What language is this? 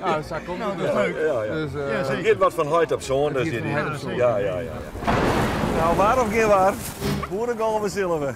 Western Frisian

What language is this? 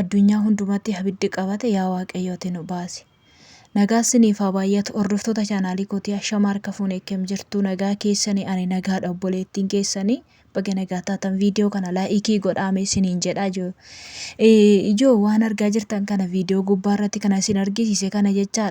Oromo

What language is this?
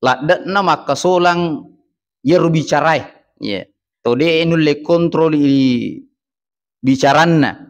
Buginese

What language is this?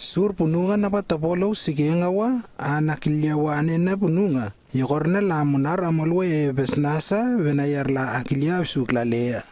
Lewo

